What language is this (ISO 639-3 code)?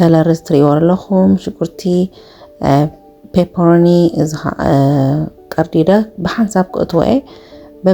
tir